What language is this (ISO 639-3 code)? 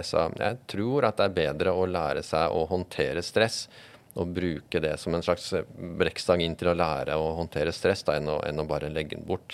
nor